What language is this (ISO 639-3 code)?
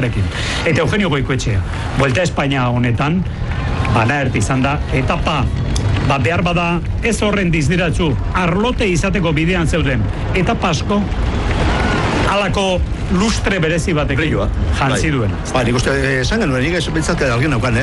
eus